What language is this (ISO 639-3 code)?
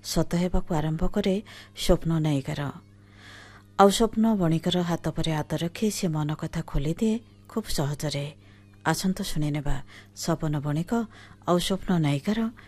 ori